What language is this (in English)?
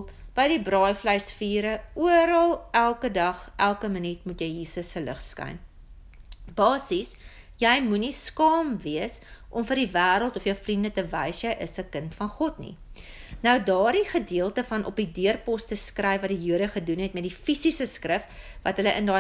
Afrikaans